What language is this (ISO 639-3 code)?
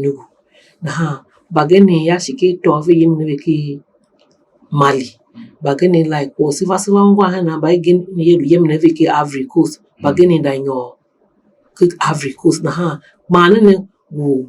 tiv